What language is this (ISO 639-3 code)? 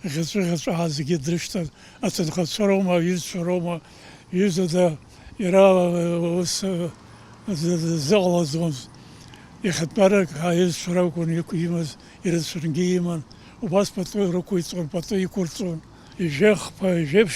abk